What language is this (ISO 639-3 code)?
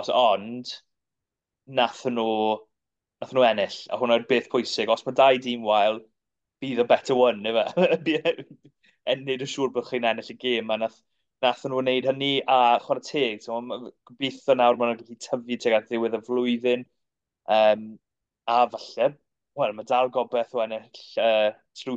cym